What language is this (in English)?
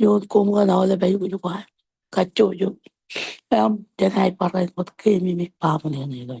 Marshallese